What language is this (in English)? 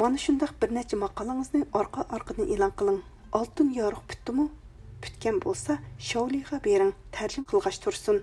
Uyghur